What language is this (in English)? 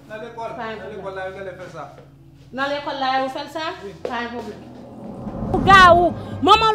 Haitian Creole